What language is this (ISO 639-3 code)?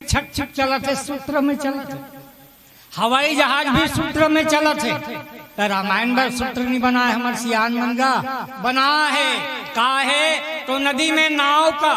hne